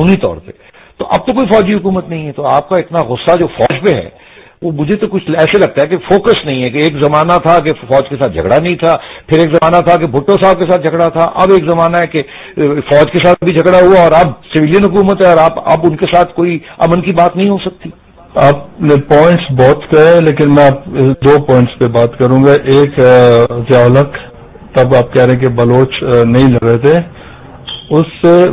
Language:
Urdu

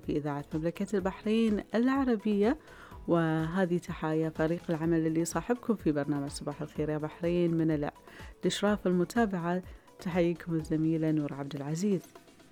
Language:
Gulf Arabic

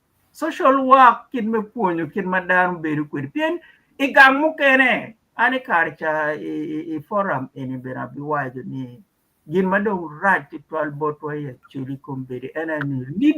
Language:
Acoli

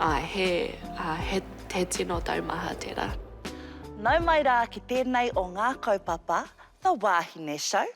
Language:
Māori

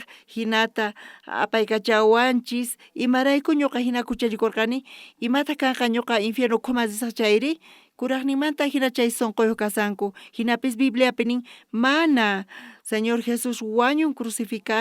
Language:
South Bolivian Quechua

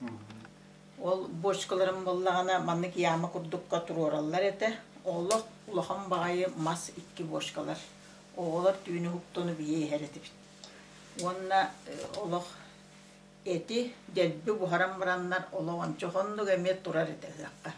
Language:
Yakut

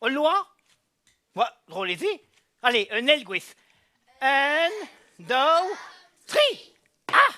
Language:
Breton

